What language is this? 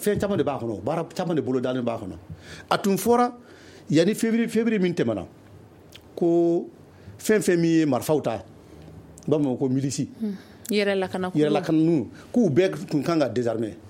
Bambara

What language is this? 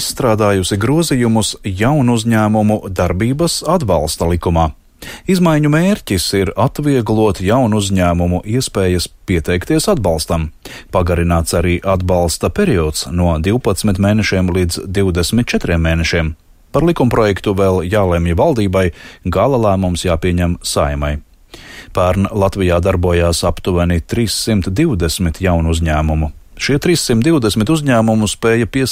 Latvian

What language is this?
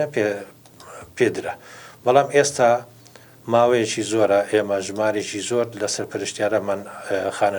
Central Kurdish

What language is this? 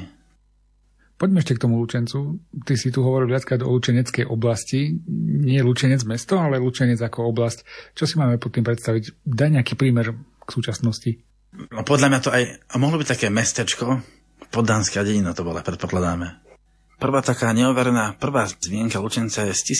Slovak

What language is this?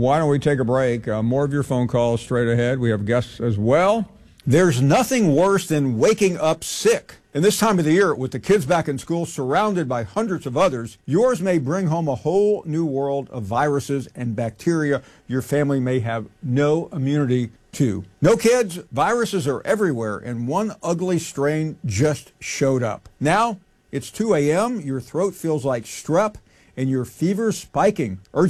English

